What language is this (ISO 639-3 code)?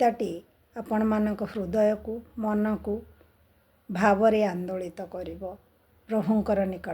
ori